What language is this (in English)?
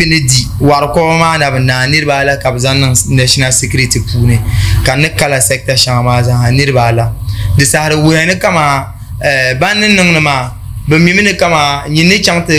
Dagbani